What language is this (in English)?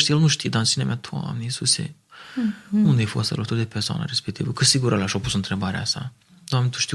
Romanian